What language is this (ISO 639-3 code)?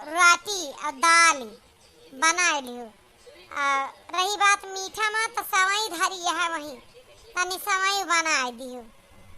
awa